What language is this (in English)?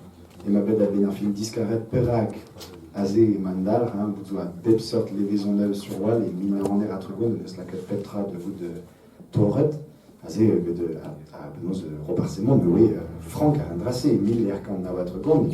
Breton